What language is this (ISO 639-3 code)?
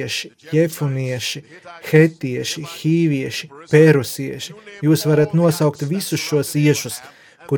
lav